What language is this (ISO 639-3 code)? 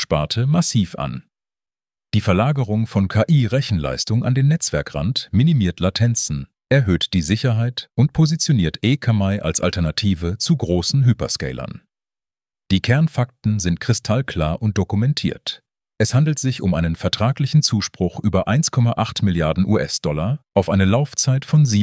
deu